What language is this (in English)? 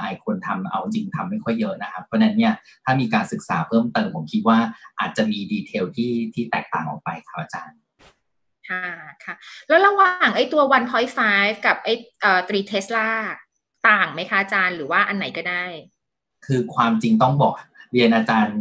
Thai